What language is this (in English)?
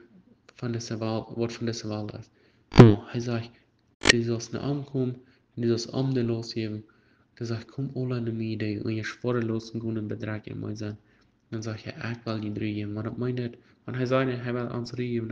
Plautdietsch